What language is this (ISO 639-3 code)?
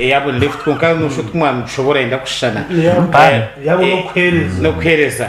nyn